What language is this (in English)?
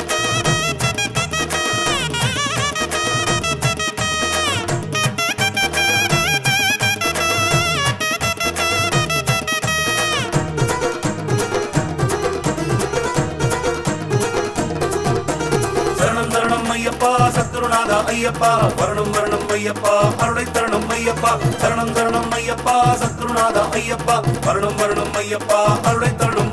Tamil